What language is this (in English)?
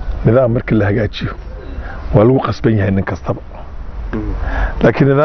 Somali